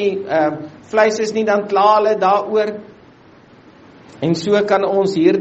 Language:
Afrikaans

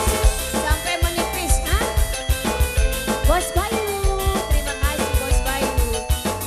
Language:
Indonesian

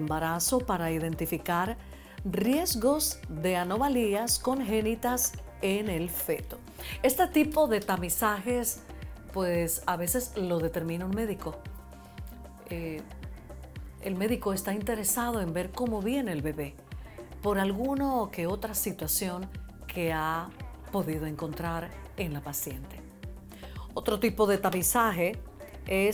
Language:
Spanish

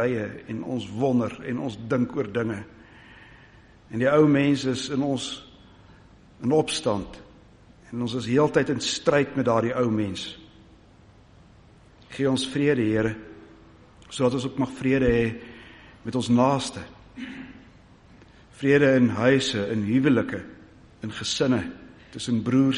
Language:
Afrikaans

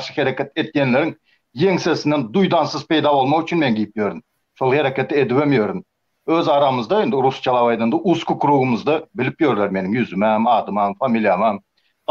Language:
Turkmen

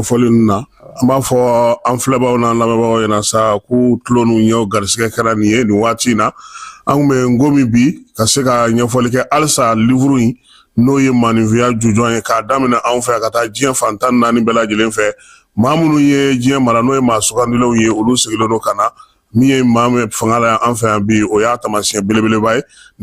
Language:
Bambara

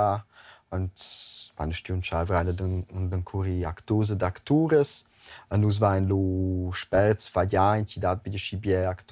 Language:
Romansh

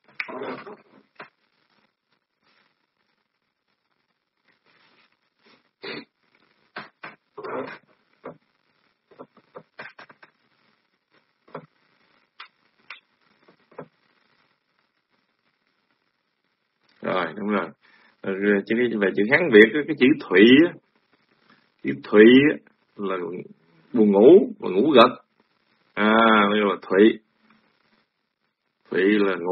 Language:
Vietnamese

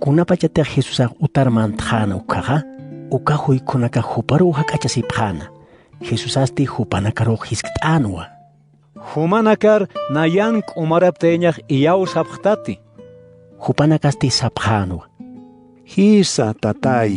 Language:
Aymara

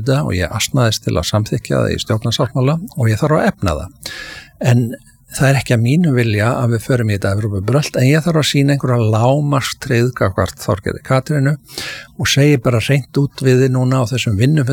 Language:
Icelandic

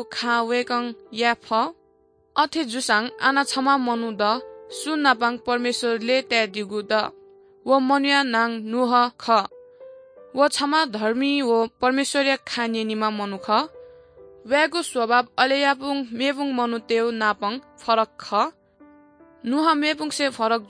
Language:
Newari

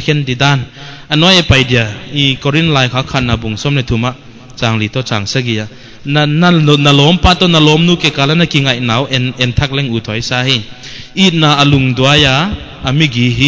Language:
Paite Chin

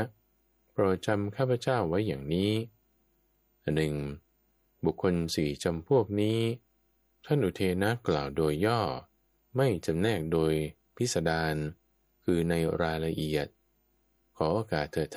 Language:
Thai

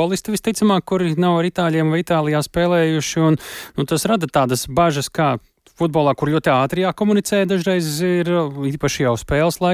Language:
Latvian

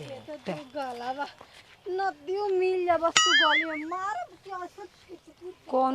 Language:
Bhojpuri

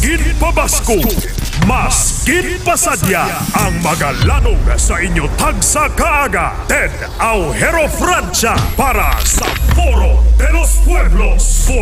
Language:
Hiligaynon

